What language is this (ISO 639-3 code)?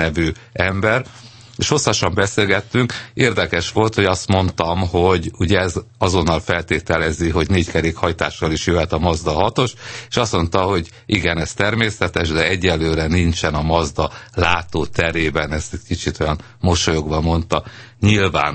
hun